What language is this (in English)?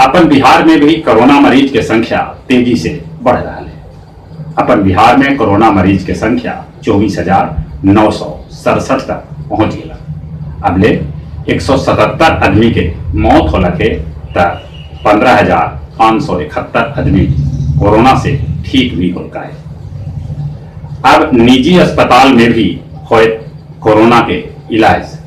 Magahi